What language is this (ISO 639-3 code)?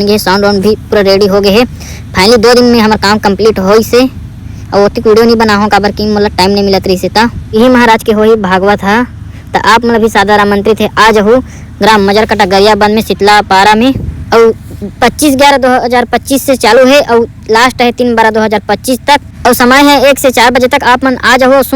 hne